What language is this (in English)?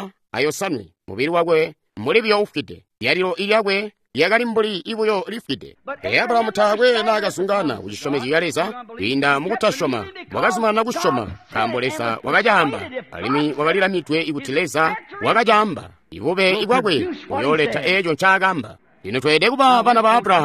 Tonga (Zambia)